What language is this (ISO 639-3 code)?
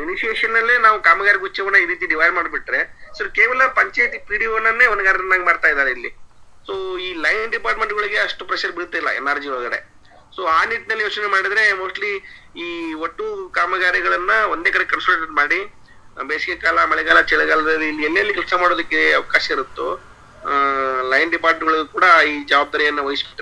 kan